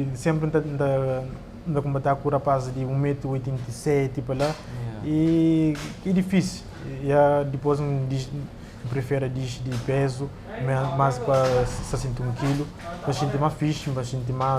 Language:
Kabuverdianu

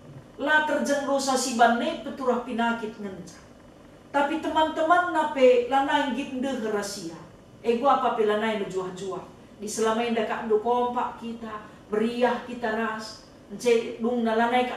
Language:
Batak Karo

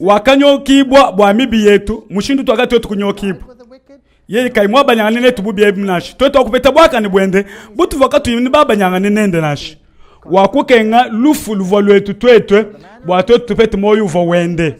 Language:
Luba-Lulua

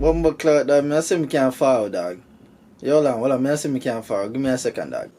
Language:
Jamaican Creole English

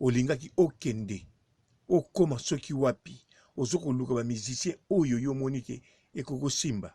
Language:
Lingala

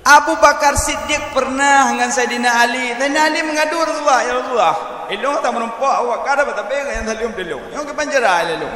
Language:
Achinese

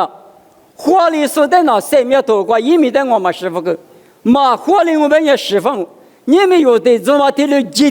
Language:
Lisu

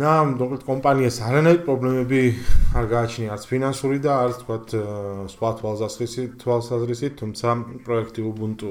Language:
Georgian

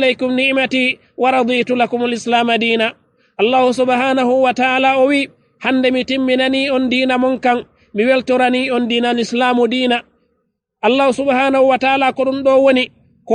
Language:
Fula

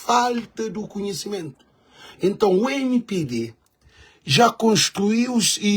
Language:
Kabuverdianu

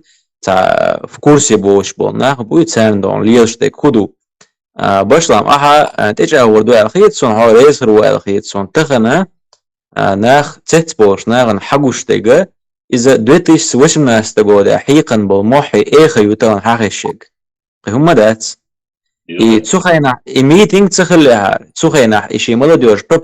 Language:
Chechen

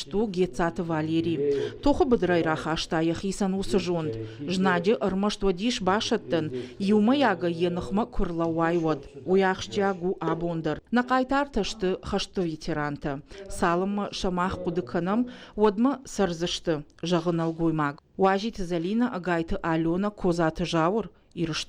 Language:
Ossetic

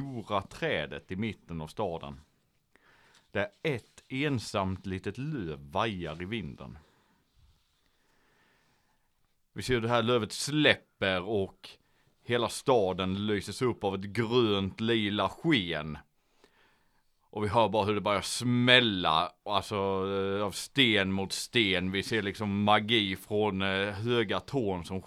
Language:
Swedish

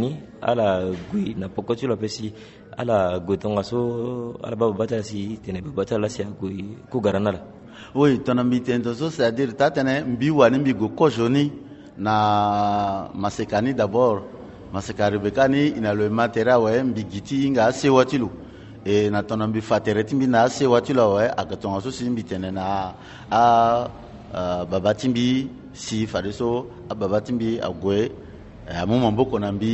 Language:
Sango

